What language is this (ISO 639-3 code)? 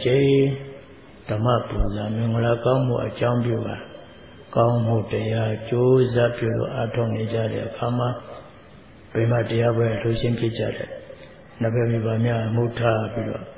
mya